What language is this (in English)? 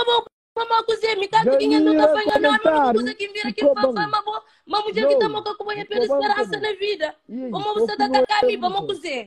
Kabuverdianu